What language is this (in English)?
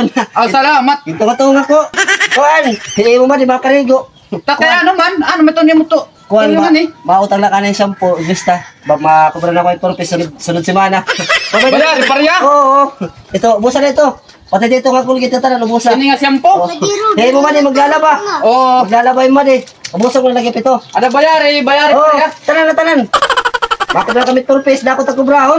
Waray